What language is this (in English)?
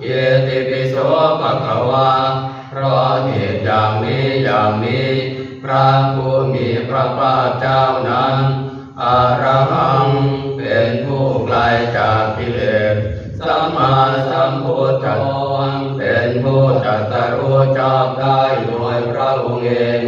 Pali